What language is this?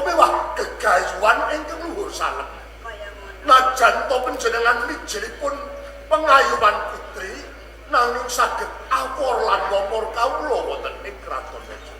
Javanese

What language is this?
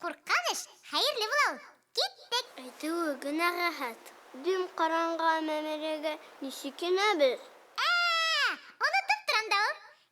Bashkir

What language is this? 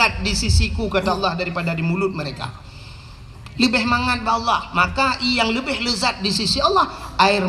Achinese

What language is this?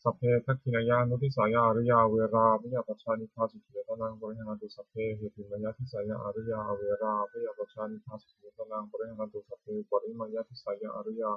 Pali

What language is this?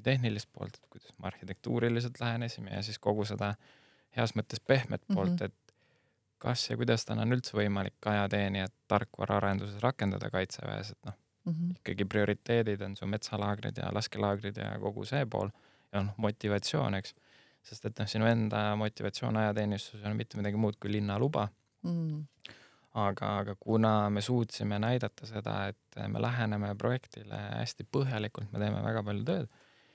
Estonian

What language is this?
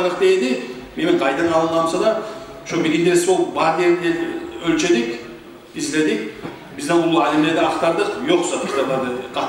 Kumyk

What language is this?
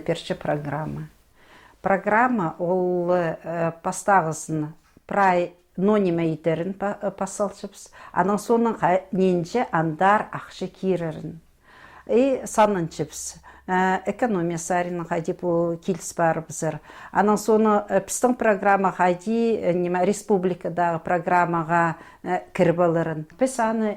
Khakas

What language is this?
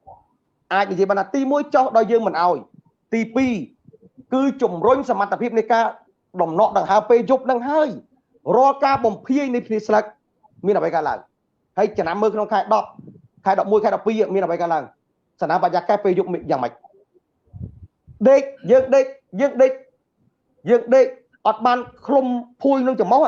Khmer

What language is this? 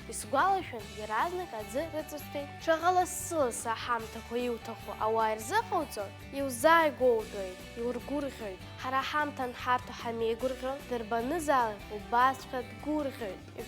Abkhazian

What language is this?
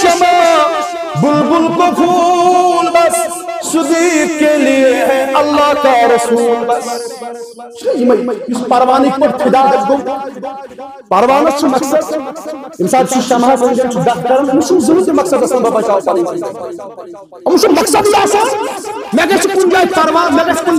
Kashmiri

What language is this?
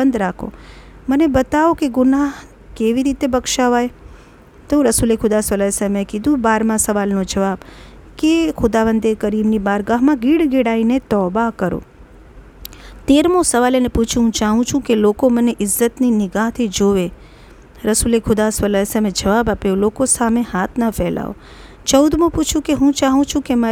Gujarati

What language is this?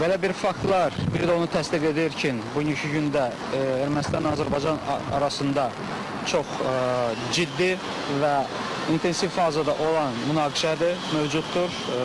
Azerbaijani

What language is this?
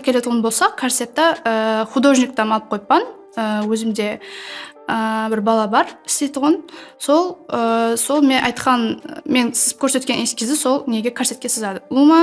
Kara-Kalpak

